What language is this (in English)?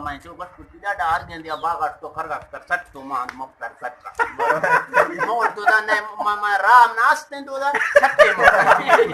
Eastern Balochi